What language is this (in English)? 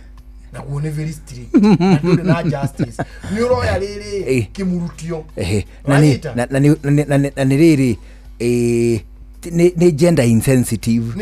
Kikuyu